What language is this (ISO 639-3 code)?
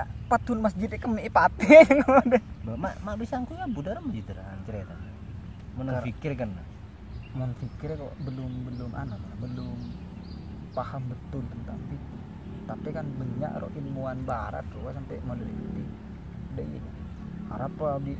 mad